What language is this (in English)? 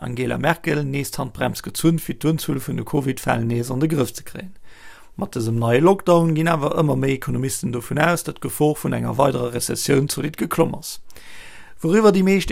Luxembourgish